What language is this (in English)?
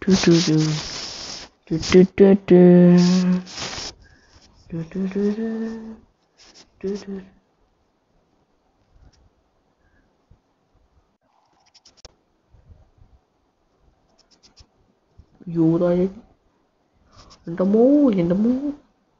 Malayalam